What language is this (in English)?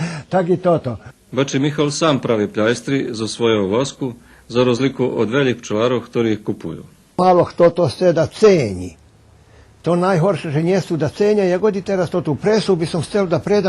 Rusyn